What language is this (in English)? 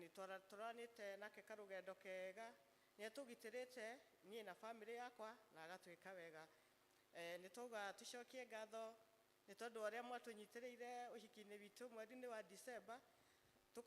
Kikuyu